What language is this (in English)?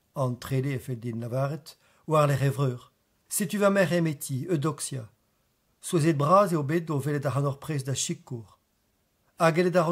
Breton